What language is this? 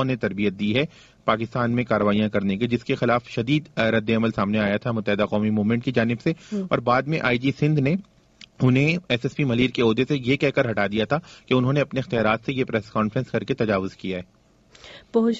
Urdu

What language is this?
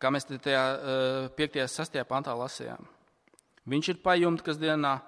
Latvian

